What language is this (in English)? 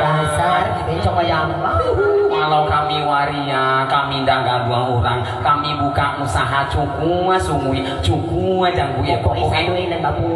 Minangkabau